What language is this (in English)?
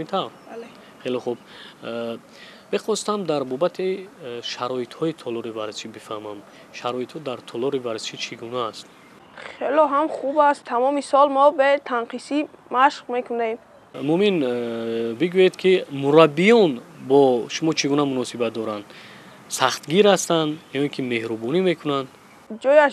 Tajik